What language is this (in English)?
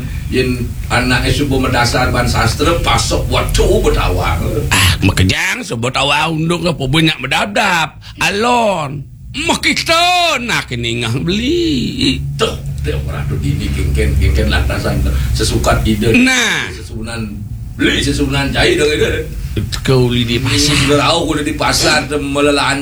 Balinese